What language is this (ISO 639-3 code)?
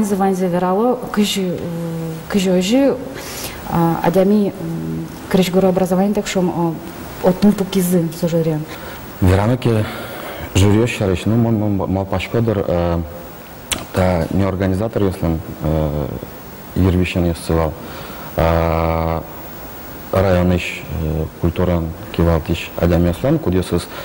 udm